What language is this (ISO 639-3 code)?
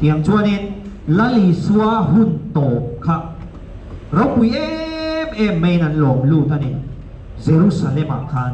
lus